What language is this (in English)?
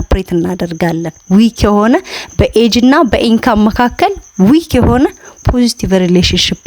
Amharic